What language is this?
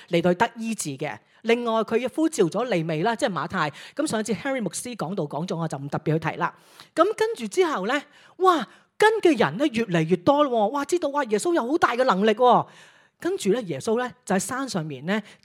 Cantonese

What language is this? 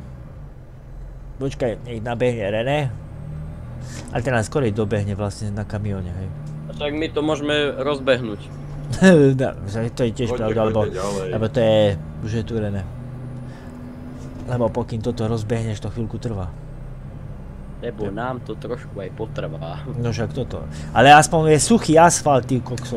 Slovak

